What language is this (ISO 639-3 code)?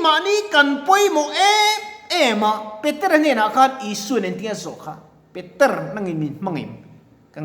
lus